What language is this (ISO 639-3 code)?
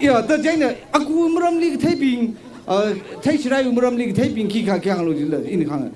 nmf